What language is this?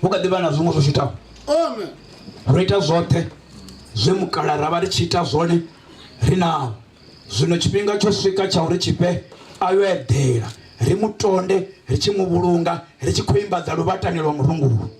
Venda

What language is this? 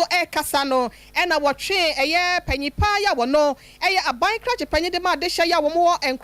Akan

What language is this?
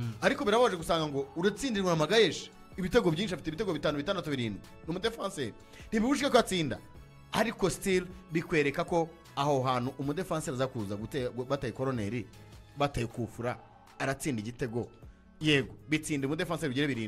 Kinyarwanda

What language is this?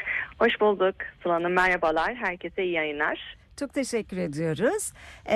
Turkish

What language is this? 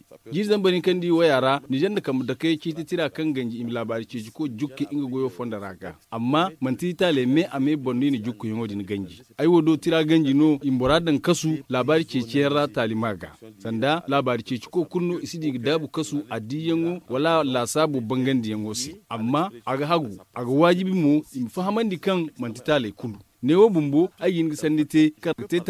Zarma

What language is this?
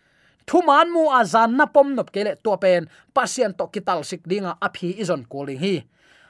Tedim Chin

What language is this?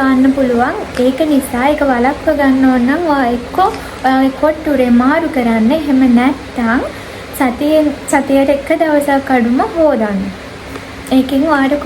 Sinhala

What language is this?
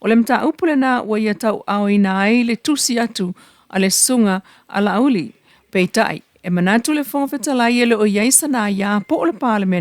Samoan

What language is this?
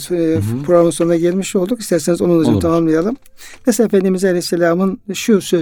Turkish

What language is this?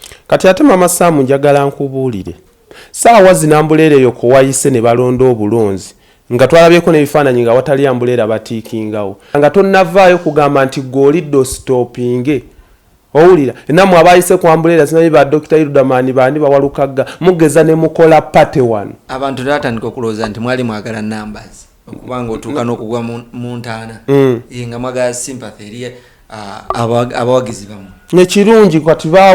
Ganda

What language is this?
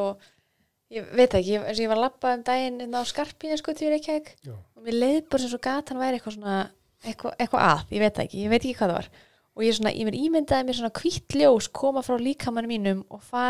Icelandic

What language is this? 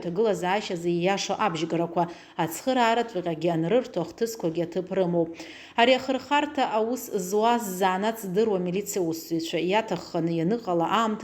Abkhazian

